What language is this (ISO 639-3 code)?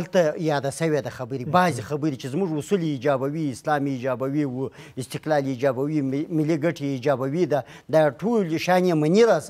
pus